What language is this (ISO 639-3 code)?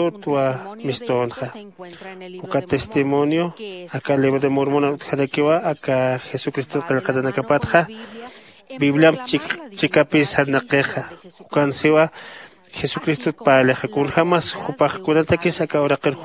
aym